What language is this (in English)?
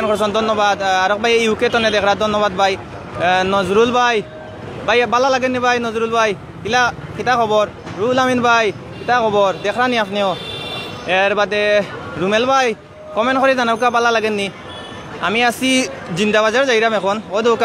Sylheti